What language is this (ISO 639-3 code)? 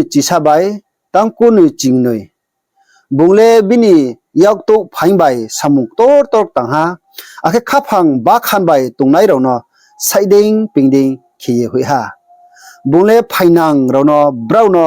ria